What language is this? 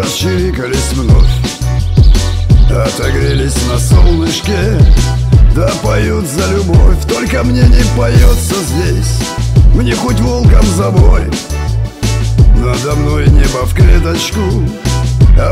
Russian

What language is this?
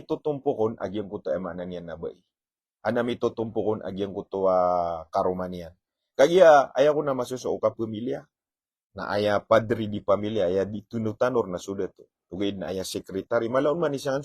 Maranao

